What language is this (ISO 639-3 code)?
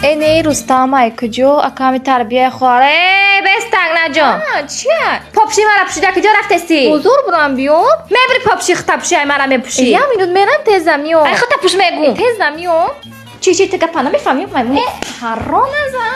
tgk